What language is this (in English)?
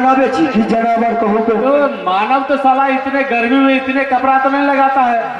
Maithili